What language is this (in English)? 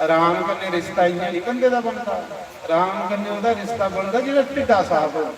Dogri